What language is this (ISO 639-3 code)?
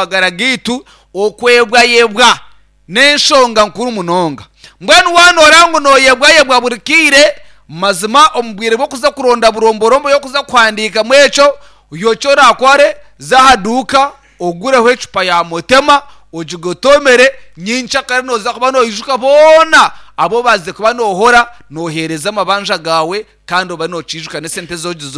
nyn